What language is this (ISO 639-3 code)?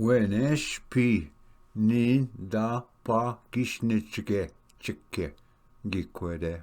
oji